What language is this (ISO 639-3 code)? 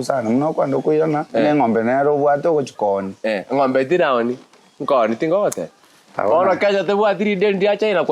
guz